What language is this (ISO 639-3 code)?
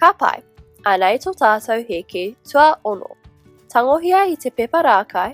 mri